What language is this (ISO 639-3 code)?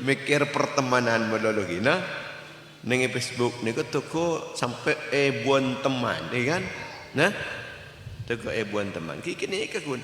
mad